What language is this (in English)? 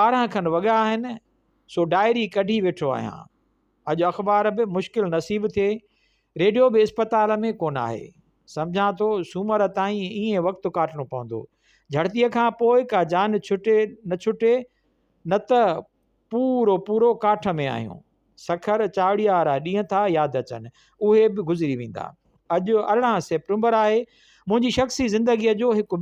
Sindhi